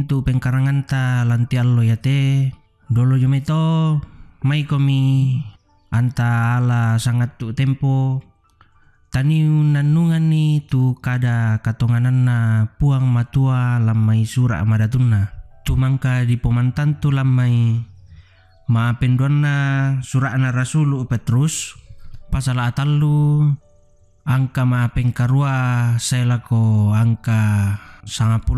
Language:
Toraja-Sa'dan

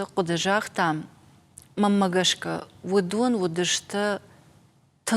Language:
Ossetic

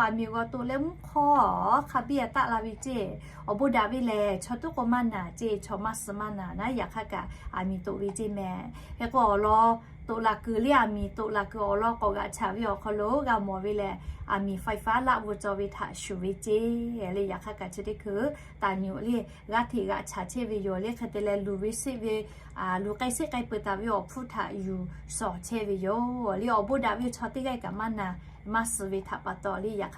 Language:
Lahu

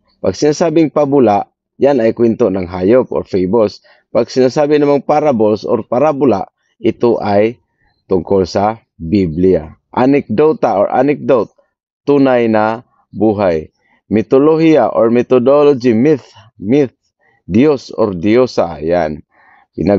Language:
Filipino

